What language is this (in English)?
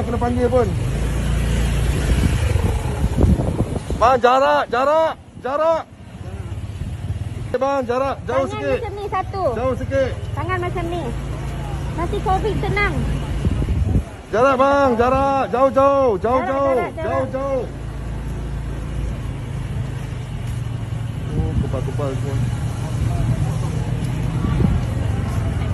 Malay